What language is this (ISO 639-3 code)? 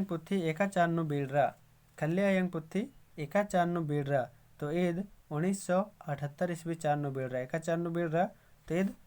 kru